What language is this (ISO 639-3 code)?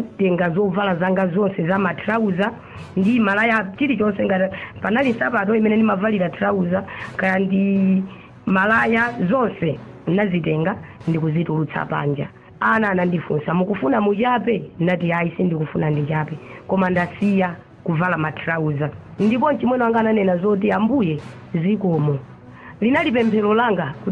nya